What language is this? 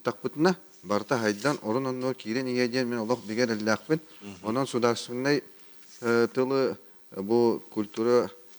Yakut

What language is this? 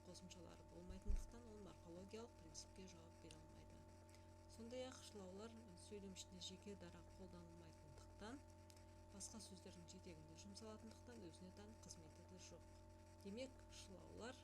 Kazakh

